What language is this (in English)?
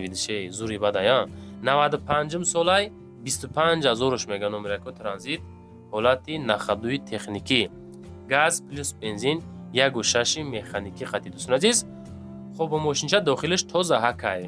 Tajik